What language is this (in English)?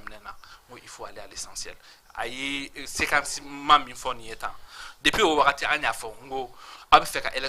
Bambara